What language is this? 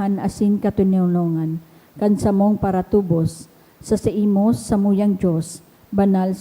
Bikol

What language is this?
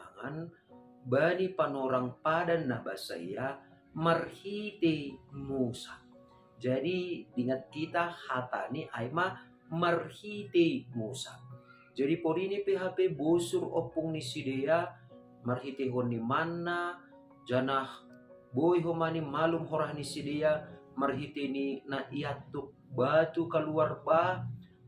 Batak Simalungun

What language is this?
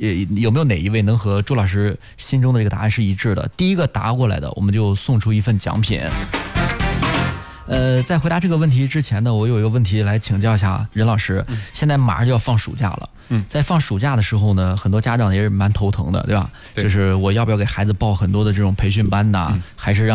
Chinese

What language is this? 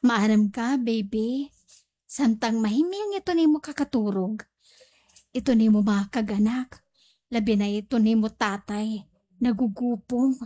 Waray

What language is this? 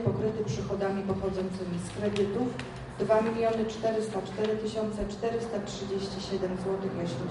Polish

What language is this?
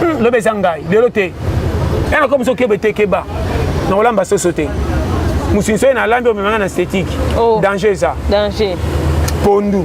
Lingala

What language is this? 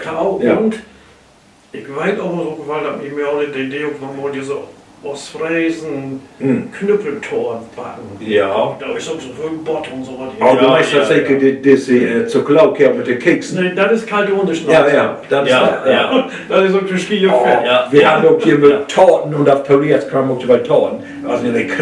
Low German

